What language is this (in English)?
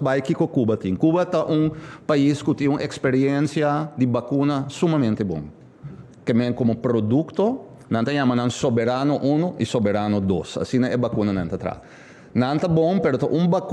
Papiamento